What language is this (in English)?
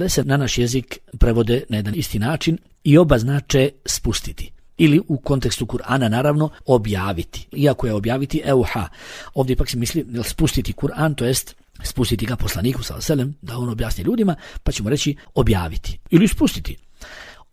Bosnian